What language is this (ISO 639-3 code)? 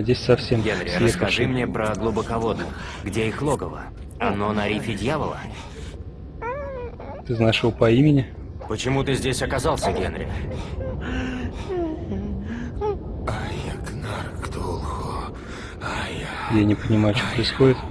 rus